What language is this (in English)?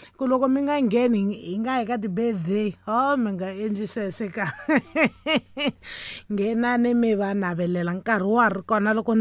Tsonga